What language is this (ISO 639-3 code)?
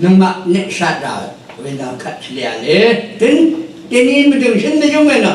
raw